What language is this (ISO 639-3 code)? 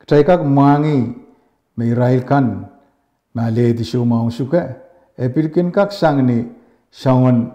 pon